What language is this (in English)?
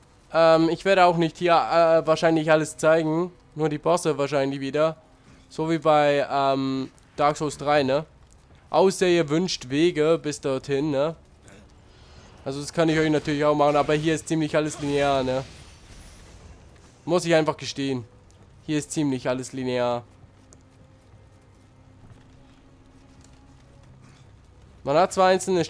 German